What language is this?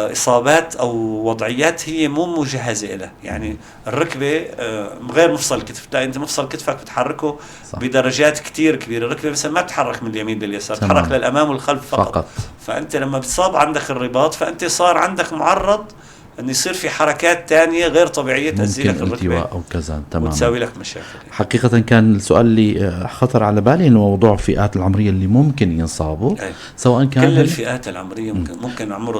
North Levantine Arabic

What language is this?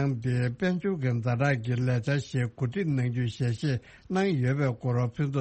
Tibetan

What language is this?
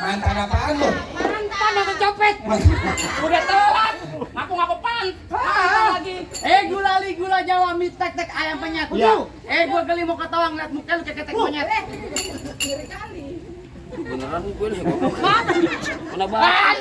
Betawi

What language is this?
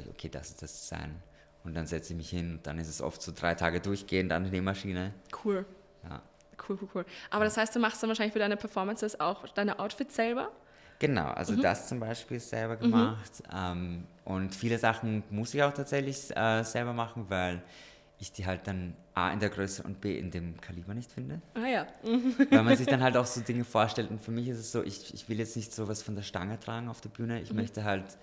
German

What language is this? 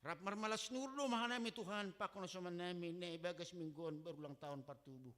Batak Simalungun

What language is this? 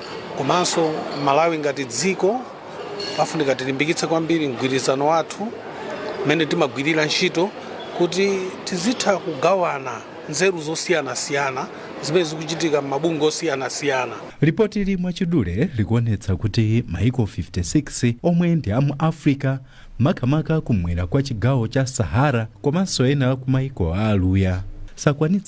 Nyanja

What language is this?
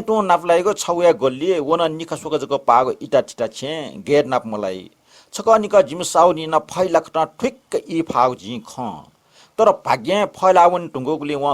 Newari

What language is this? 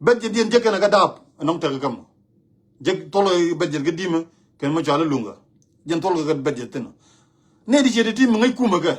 Nuer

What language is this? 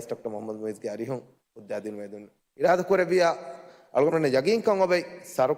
Divehi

